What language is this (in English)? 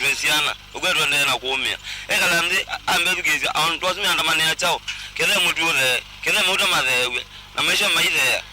Kamba